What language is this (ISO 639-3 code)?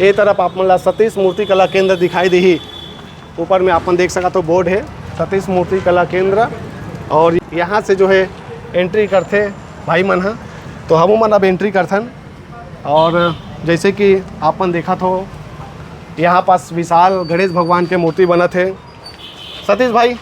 hne